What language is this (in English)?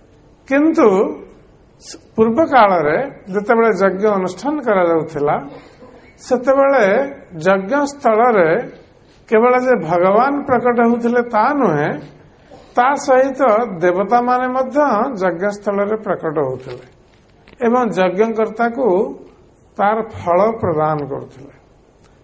Odia